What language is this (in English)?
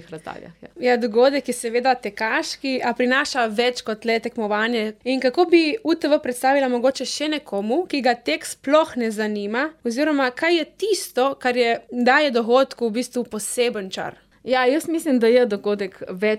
Slovenian